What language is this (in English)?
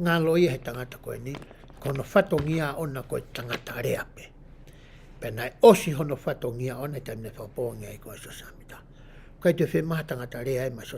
Tongan